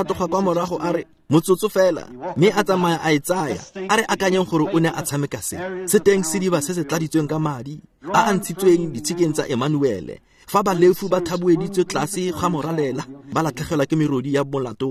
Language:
Tswana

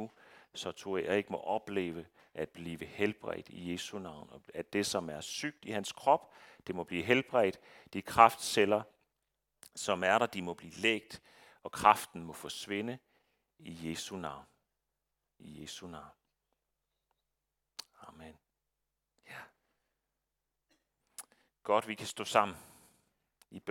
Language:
Danish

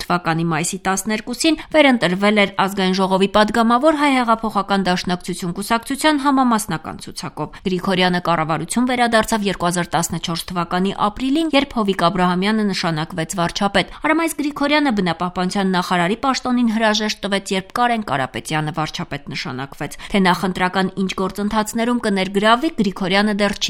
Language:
Armenian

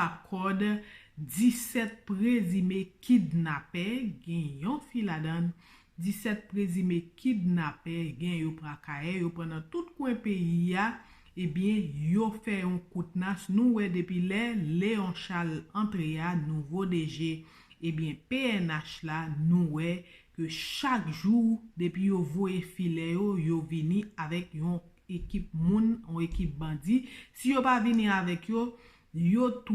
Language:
Haitian Creole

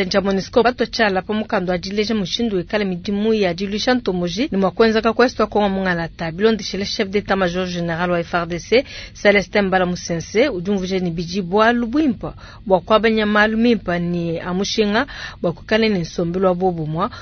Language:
Luba-Lulua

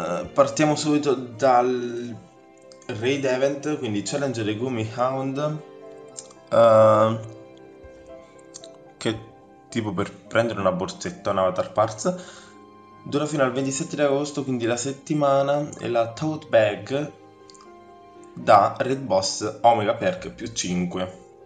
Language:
Italian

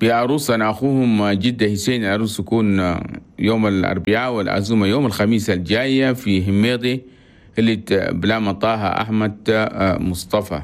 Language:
Chadian Arabic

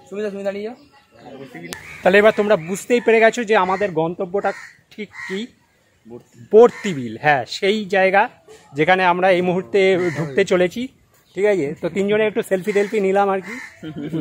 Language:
Bangla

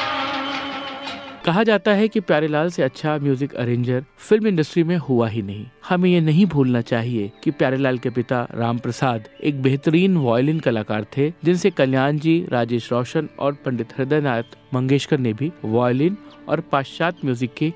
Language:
Hindi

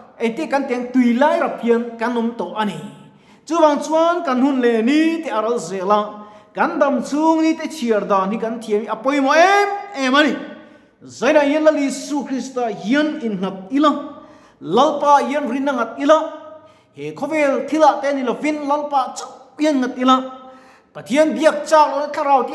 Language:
Mizo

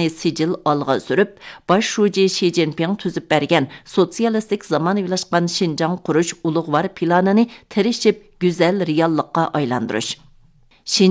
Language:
Uyghur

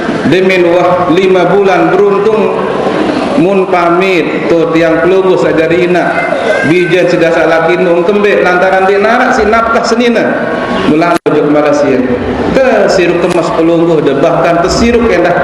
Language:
Sasak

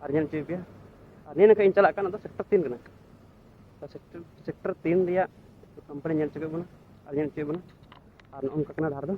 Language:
Santali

